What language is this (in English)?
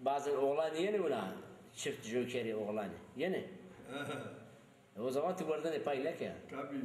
Zaza